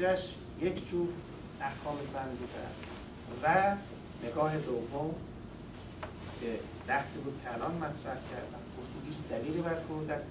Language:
Persian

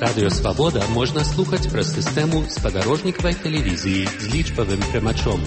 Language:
Belarusian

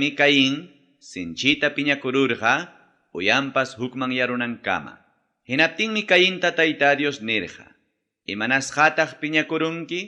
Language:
Ayacucho Quechua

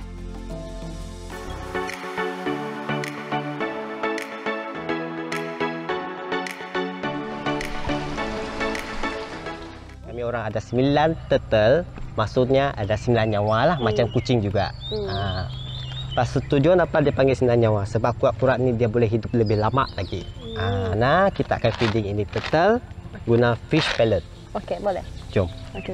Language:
Malay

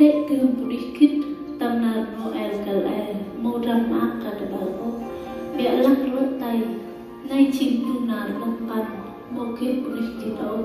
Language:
Central Mnong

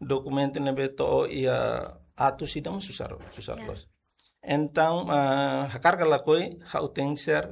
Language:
Tetum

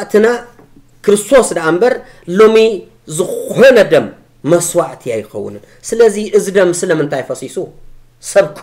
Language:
Tigrinya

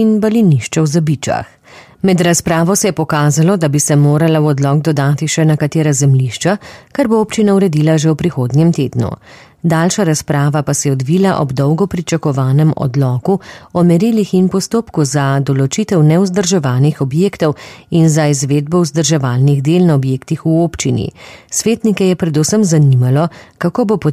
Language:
Slovenian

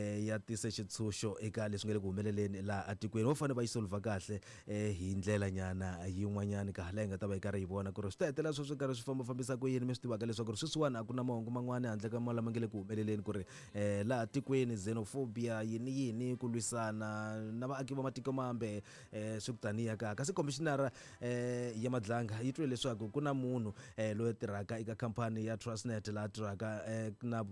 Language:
Tsonga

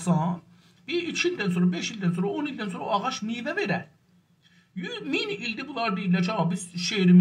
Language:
South Azerbaijani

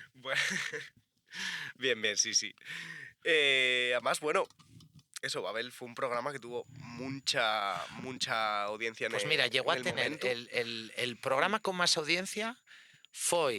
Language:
Asturian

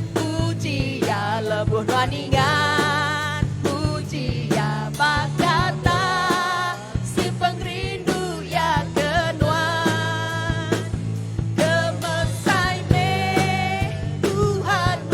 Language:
Iban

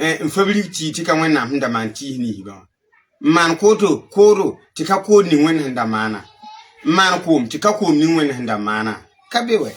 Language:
Mossi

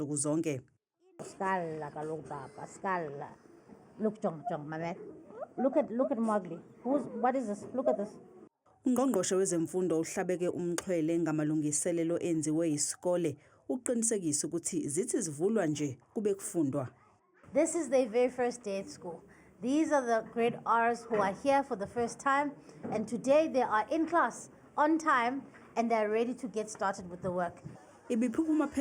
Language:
Zulu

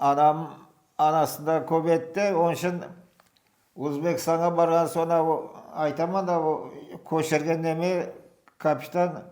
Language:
Crimean Tatar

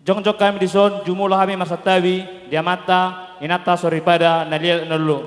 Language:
Batak Toba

